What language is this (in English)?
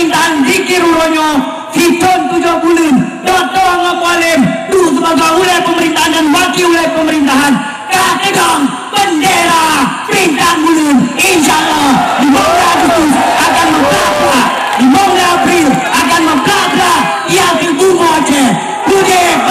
Achinese